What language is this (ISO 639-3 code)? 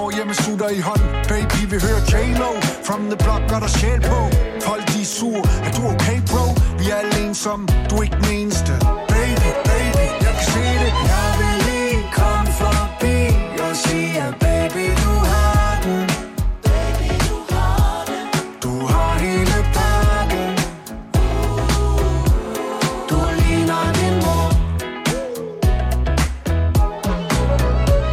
dan